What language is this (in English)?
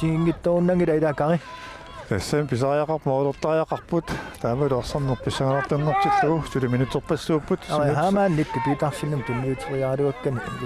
Kalaallisut